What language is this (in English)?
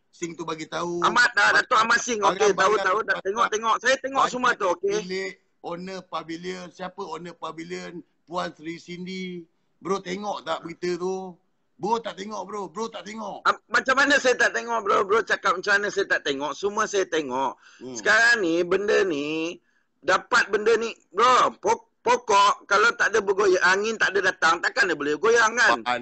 Malay